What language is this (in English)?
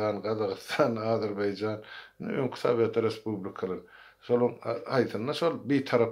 Turkmen